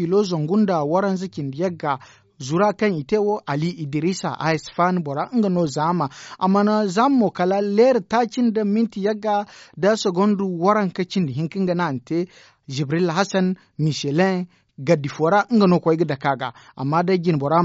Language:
Zarma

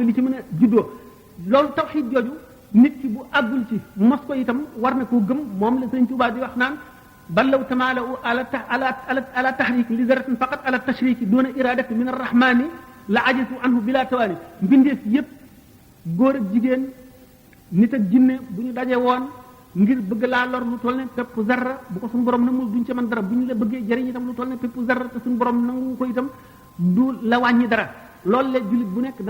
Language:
Wolof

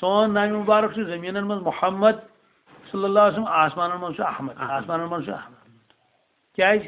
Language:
Kashmiri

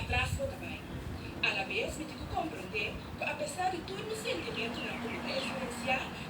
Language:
Papiamento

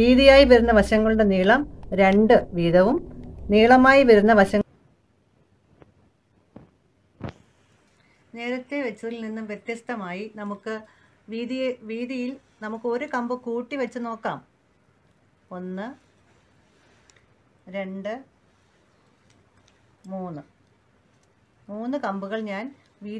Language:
Malayalam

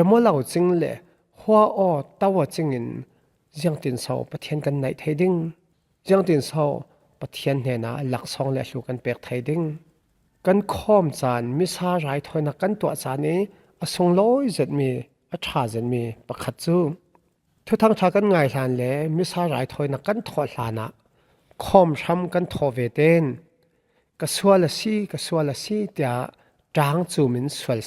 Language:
Falam Chin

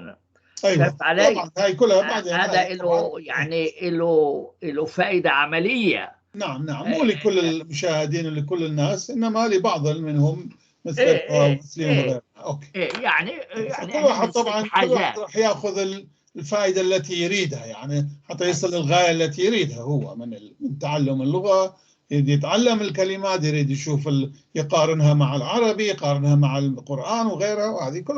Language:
North Levantine Arabic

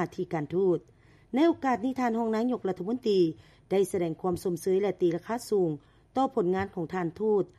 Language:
Lao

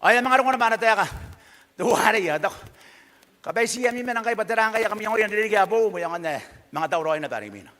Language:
Gilbertese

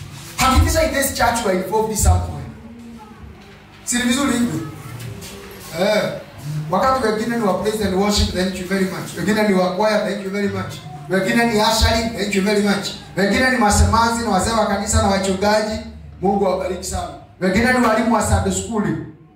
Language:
Swahili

